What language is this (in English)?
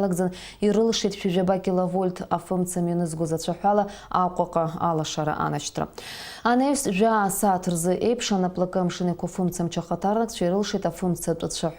Abkhazian